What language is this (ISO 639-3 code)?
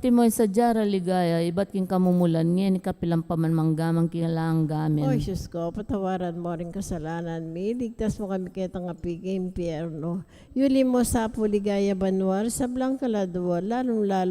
pam